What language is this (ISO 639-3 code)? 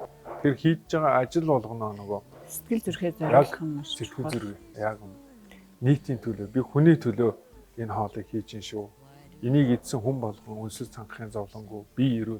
mon